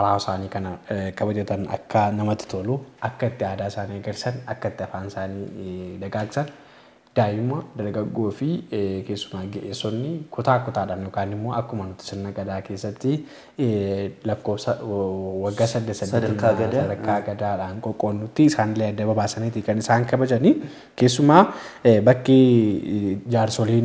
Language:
Oromo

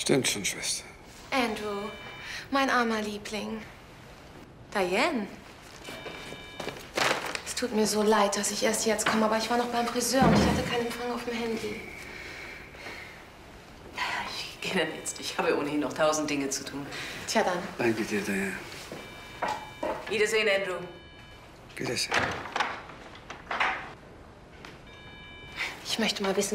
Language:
German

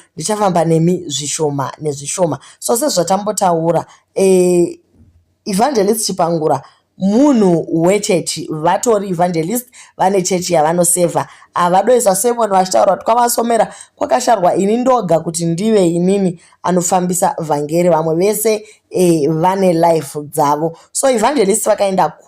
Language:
Shona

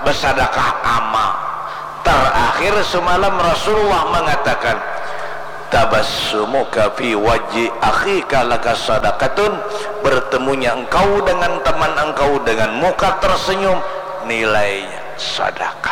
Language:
Banjar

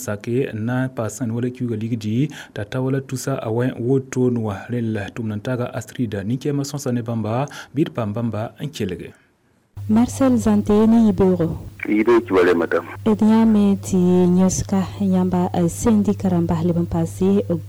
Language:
Mossi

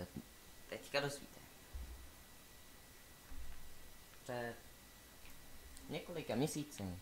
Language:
Czech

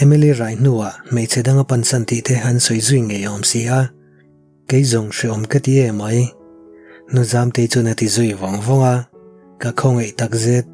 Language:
Mizo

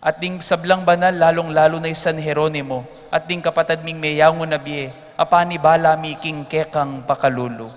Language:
Pampanga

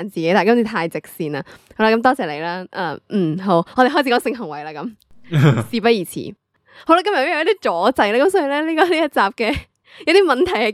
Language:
Cantonese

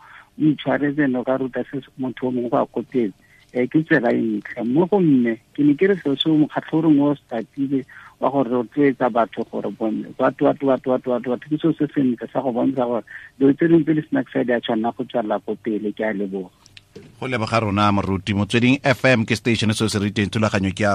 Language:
Tswana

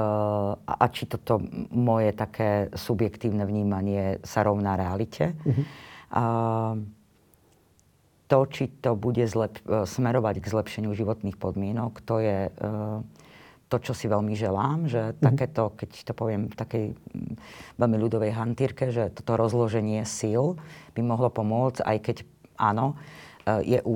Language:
Slovak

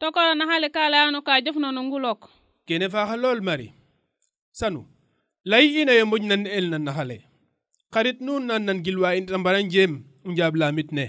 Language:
Serer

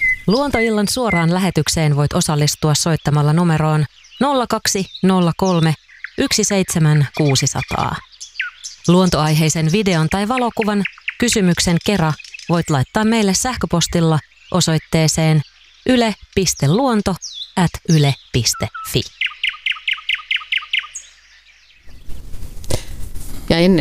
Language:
Finnish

